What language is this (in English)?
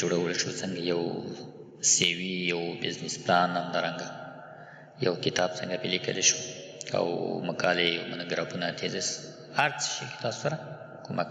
Pashto